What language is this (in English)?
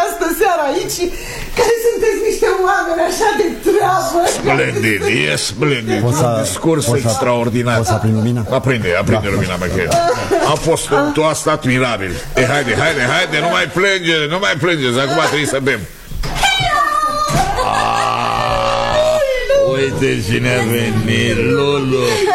Romanian